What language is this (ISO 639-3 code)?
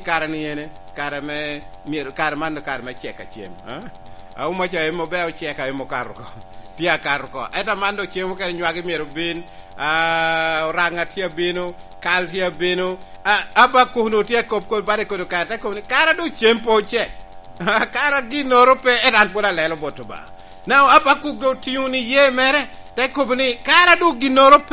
laj